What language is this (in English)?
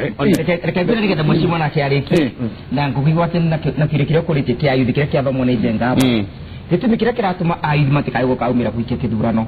Kikuyu